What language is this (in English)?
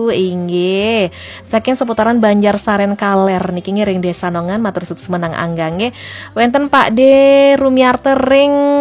Balinese